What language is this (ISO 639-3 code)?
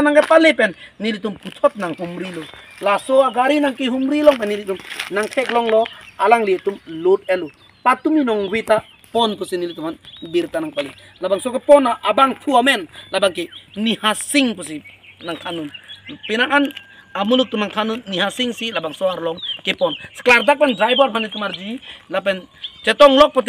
mjw